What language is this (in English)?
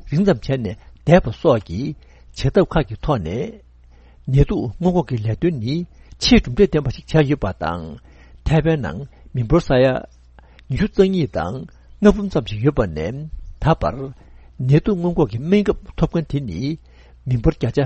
Tibetan